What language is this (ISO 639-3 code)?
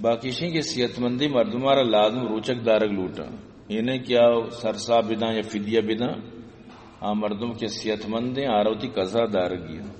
bal